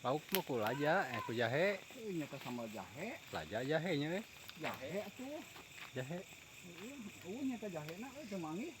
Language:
Sundanese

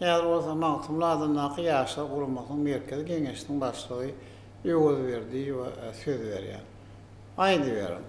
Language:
Turkmen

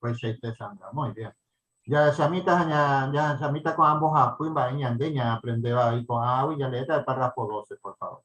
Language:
Guarani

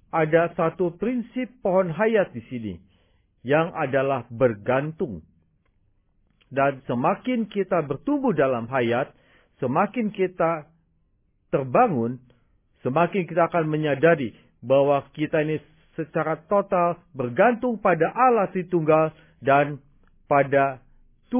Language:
Indonesian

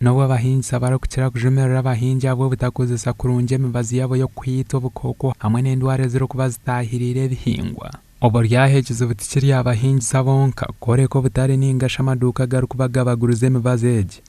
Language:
Nyankole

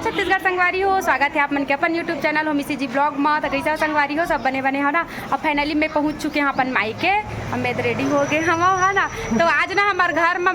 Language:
Chhattisgarhi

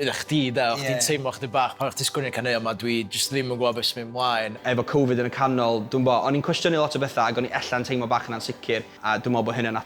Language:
Welsh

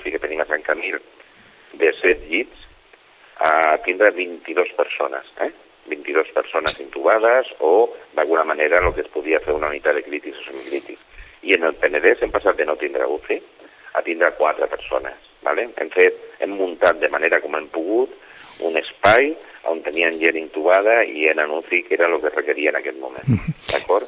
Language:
Catalan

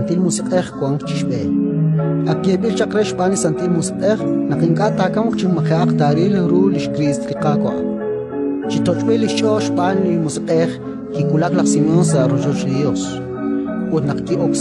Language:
Kekchí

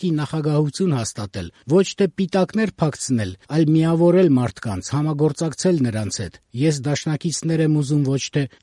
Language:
Armenian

